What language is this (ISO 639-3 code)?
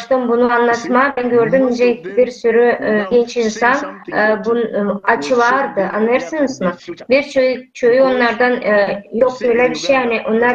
gag